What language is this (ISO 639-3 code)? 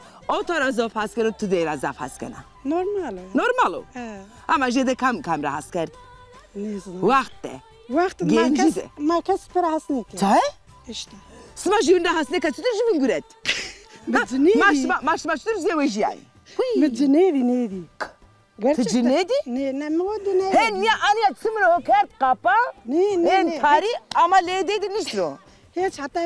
zza